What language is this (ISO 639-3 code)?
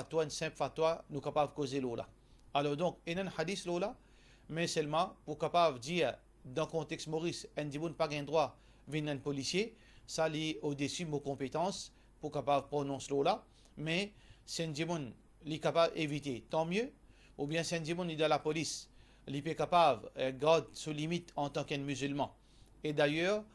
mfe